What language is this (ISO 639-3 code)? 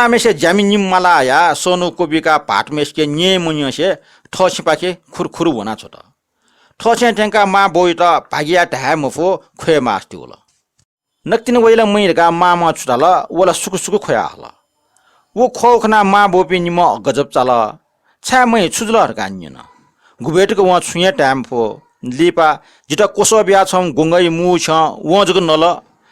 new